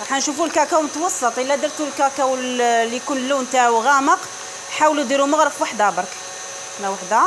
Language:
Algerian Arabic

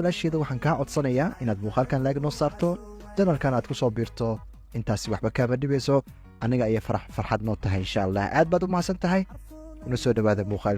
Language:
Somali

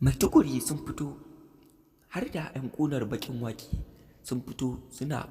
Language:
Hausa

